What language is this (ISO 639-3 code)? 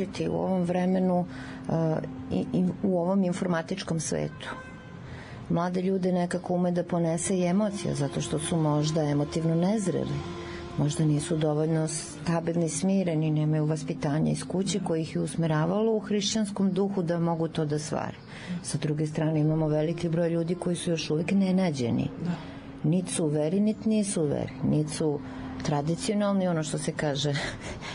srp